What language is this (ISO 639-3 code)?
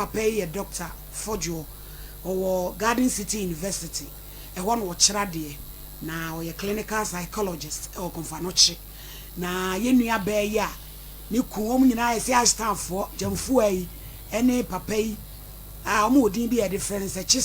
aka